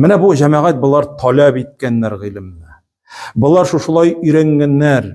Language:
Tatar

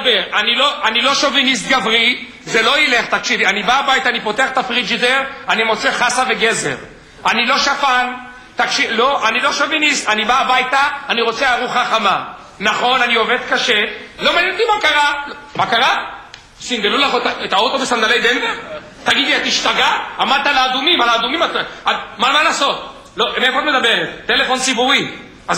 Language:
Hebrew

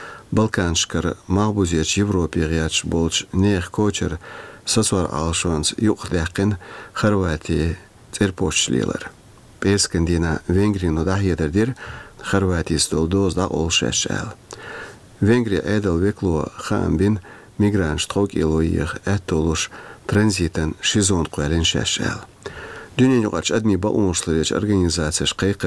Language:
Chechen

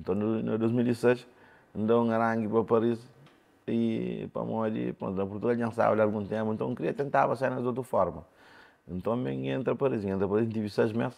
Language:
Kabuverdianu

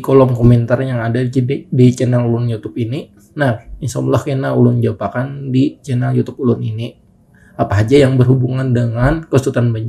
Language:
Banjar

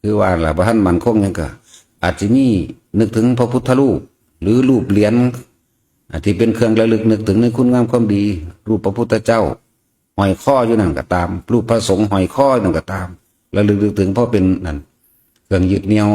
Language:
Northeastern Thai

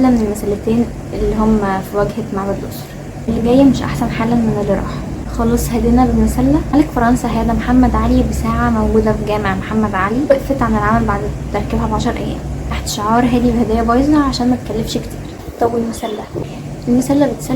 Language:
Egyptian Arabic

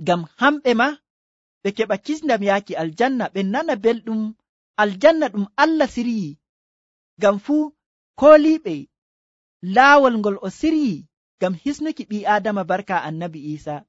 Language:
Nigerian Fulfulde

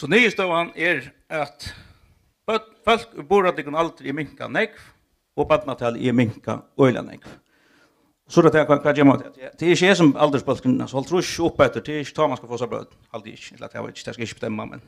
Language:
Faroese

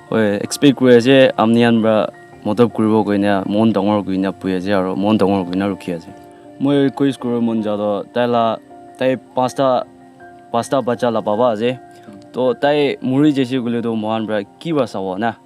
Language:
Naga Pidgin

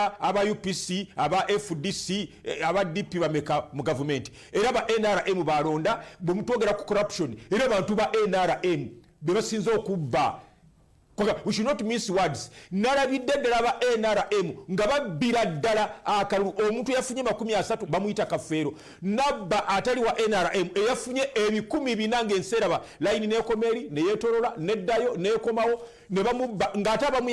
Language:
Ganda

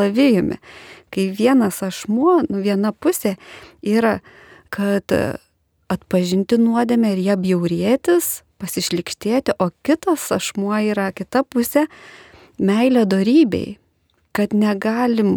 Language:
Lithuanian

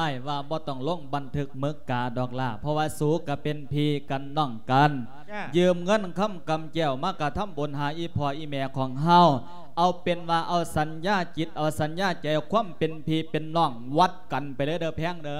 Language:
Lao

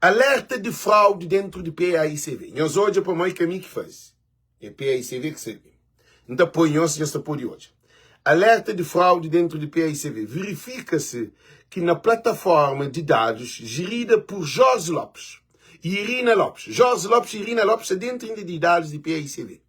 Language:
Kabuverdianu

